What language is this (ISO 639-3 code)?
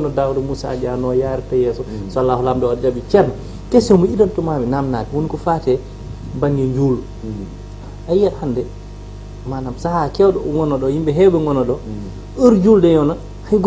ful